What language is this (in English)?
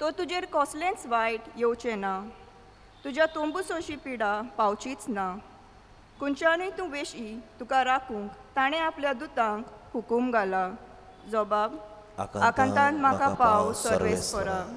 Konkani